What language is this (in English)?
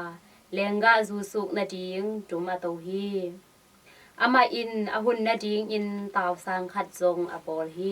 Tedim Chin